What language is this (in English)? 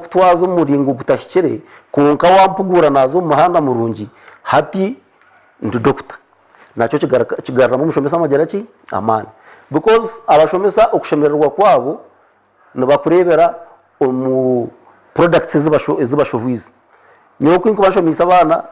Nyankole